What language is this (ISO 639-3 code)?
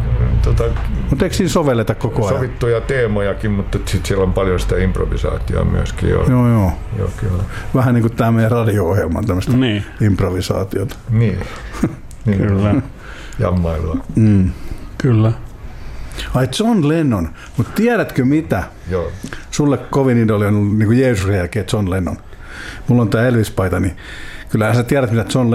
fin